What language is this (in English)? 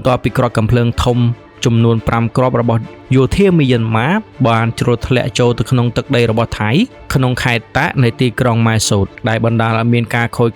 Khmer